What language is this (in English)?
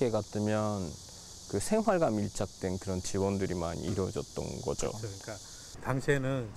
Korean